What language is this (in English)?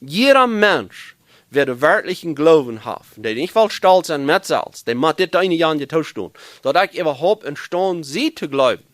Plautdietsch